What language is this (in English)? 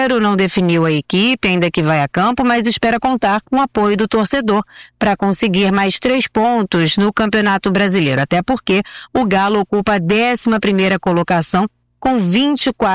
Portuguese